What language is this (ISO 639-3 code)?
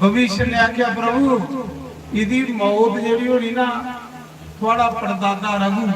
doi